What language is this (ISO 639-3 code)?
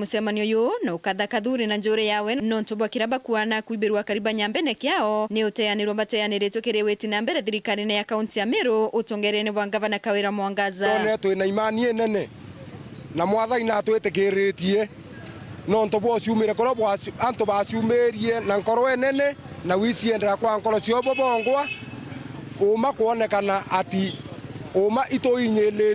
mer